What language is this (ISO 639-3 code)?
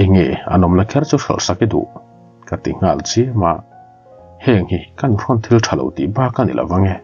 lus